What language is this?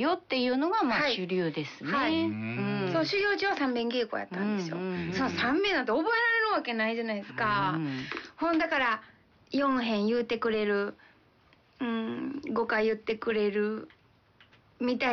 Japanese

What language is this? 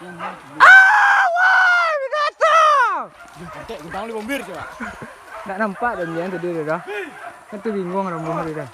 Minangkabau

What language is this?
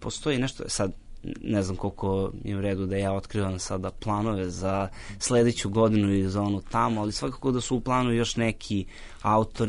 Serbian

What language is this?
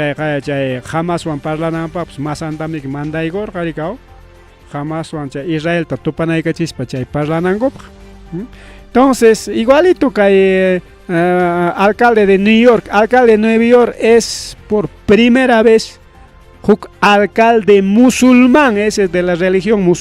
Ayacucho Quechua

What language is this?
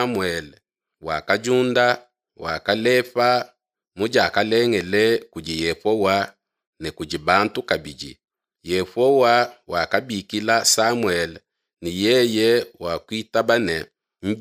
Luba-Lulua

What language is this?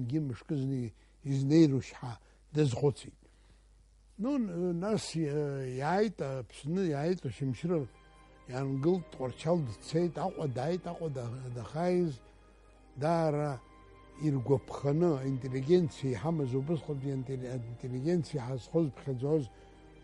Abkhazian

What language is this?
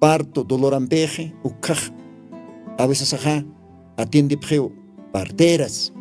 Aymara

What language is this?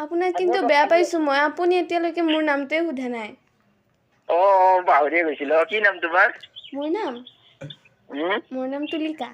Assamese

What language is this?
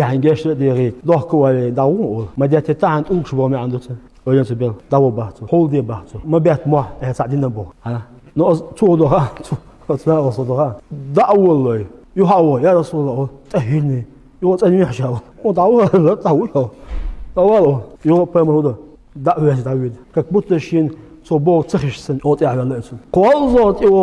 Chechen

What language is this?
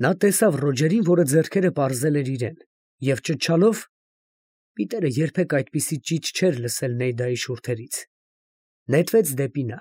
Armenian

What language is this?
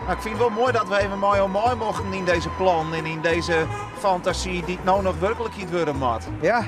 Western Frisian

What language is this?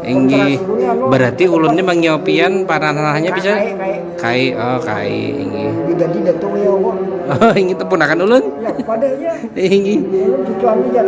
Banjar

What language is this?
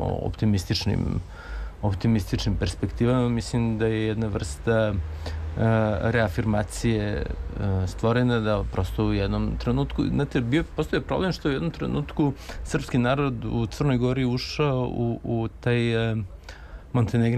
Serbian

